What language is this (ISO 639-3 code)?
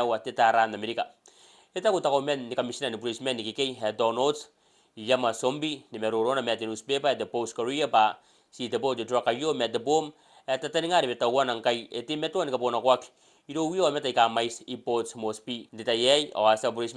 gil